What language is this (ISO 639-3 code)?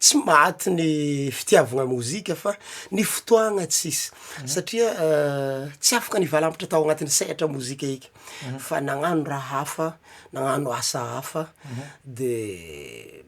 mlg